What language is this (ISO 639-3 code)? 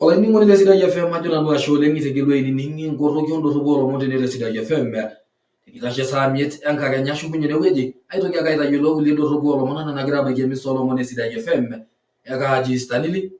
mas